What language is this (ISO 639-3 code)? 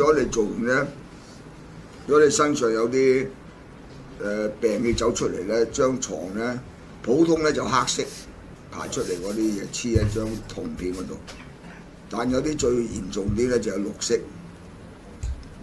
yue